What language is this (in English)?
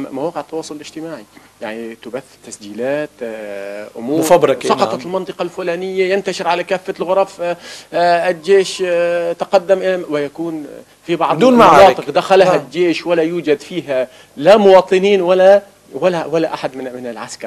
Arabic